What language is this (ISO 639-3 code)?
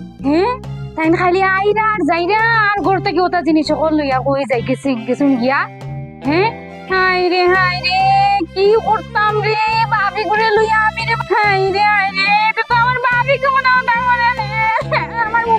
syl